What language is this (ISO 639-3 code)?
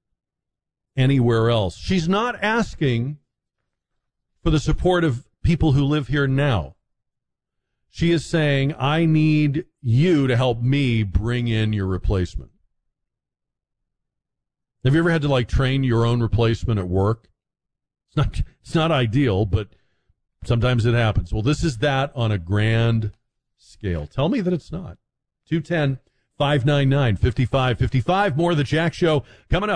eng